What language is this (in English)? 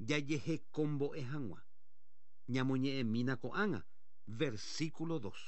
Guarani